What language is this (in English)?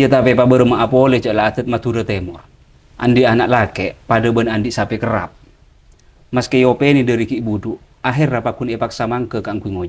Madurese